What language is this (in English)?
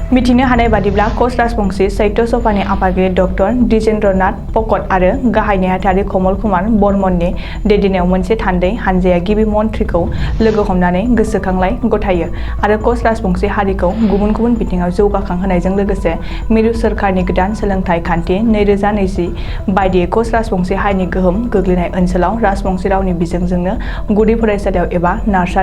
Bodo